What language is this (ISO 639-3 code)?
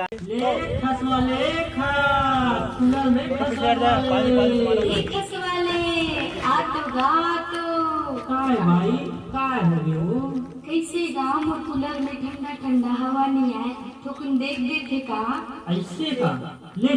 hne